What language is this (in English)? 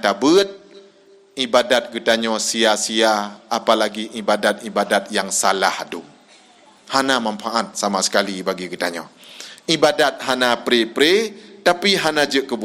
Achinese